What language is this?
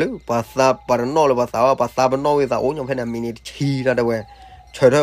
S'gaw Karen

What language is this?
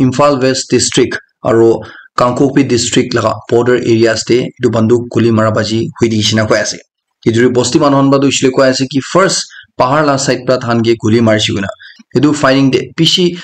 Naga Pidgin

